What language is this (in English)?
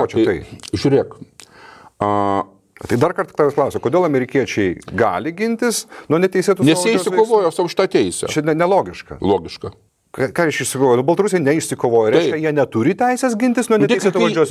Lithuanian